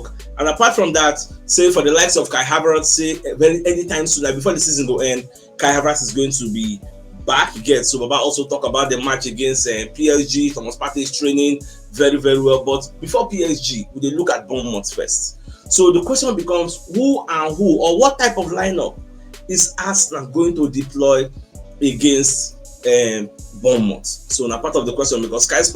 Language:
Nigerian Pidgin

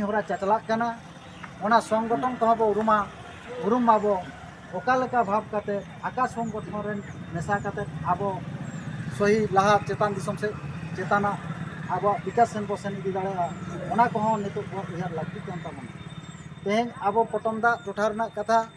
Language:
Santali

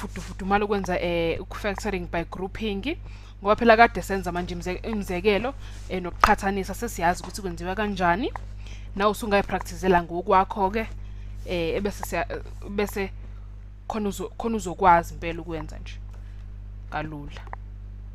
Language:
Zulu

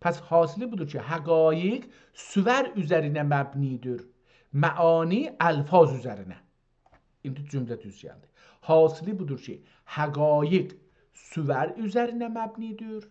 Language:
South Azerbaijani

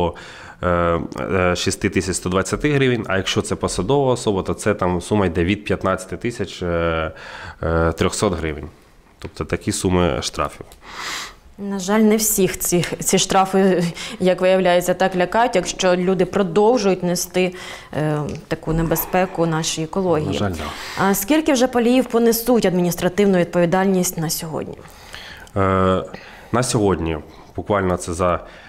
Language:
Ukrainian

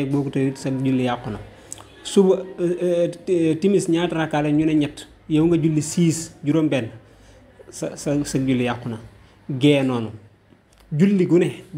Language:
Wolof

